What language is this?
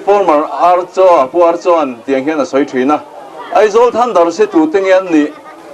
Mizo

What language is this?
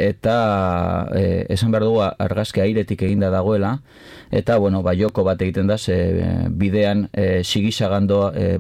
Basque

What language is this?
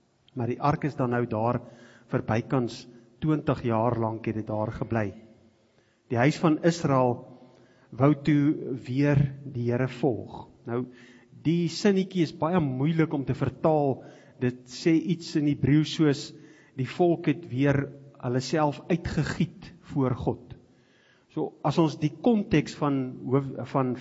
Afrikaans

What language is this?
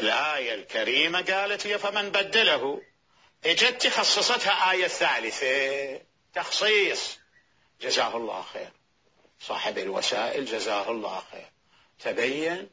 Mesopotamian Arabic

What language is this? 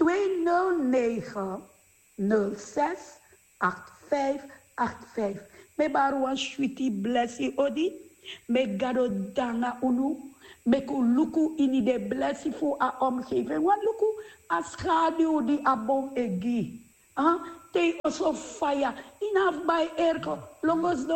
Sranan Tongo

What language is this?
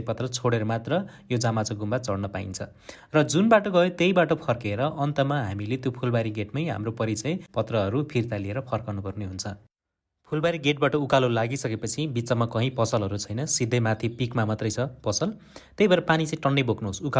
Nepali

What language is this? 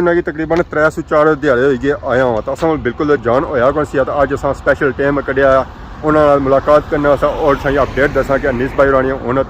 Pahari-Potwari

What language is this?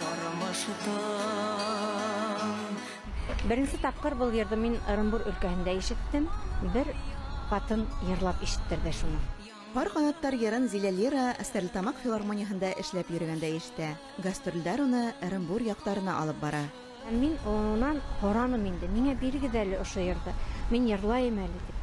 Bashkir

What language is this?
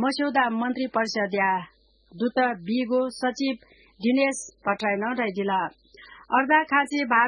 Newari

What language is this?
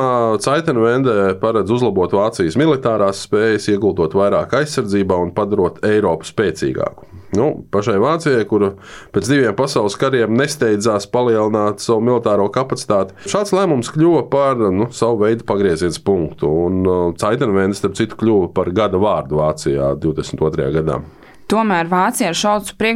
Latvian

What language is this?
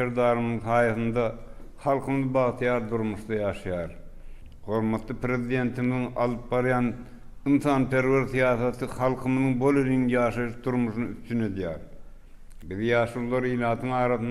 Turkmen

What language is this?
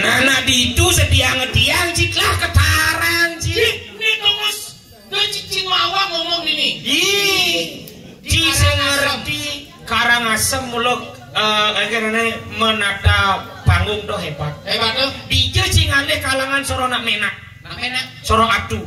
Balinese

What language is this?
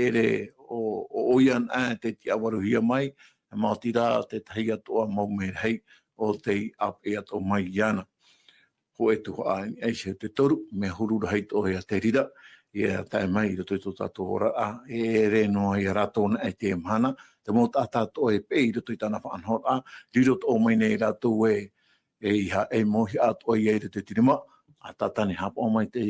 Tahitian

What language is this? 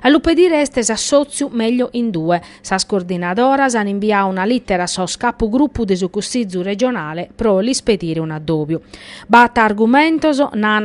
Sardinian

